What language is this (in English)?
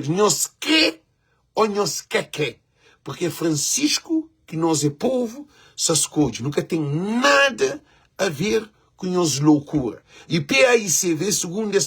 Kabuverdianu